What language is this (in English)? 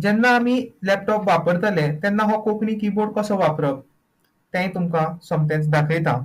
Konkani